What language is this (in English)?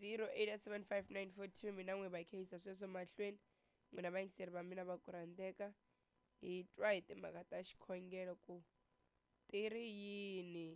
Tsonga